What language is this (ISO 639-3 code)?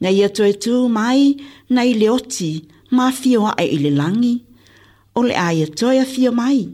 smo